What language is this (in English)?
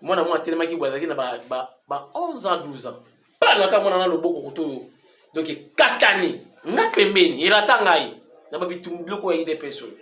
Lingala